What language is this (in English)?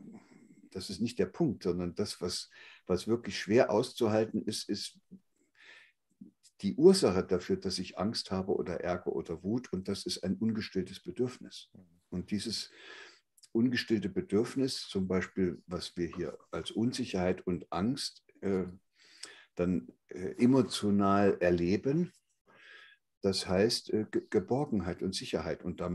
German